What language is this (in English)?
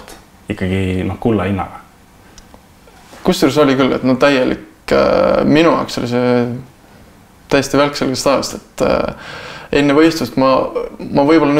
Estonian